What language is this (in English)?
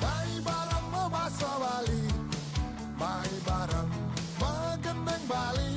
Balinese